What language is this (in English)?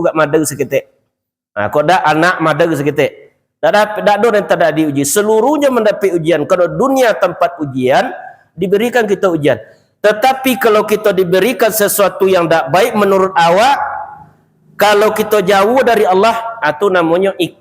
Minangkabau